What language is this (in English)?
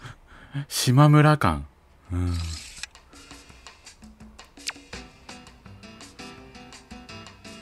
Japanese